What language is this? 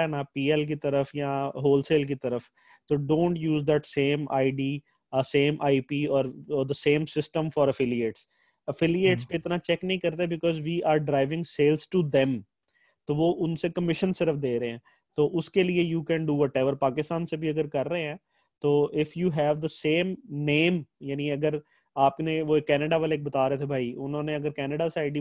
Hindi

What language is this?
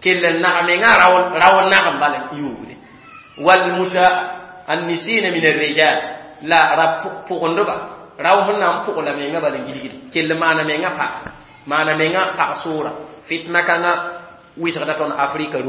Mossi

